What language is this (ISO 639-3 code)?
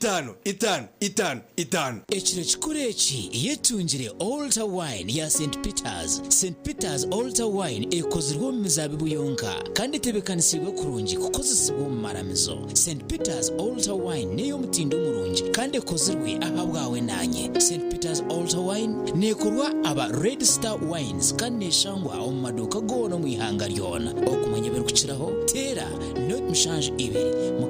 nyn